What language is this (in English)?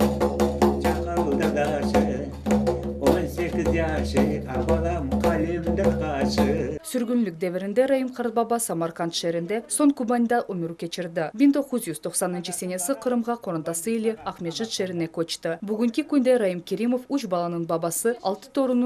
Crimean Tatar